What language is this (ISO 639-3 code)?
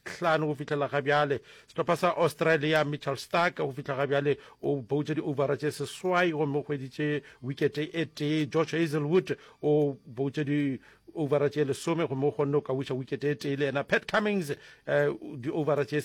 nso